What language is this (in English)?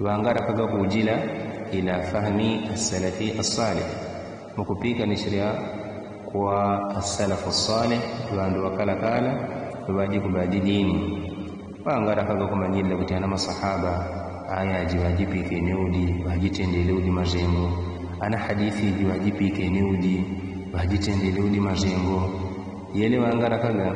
Yao